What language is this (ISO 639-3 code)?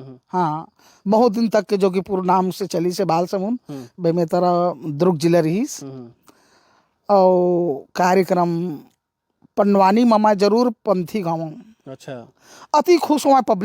hne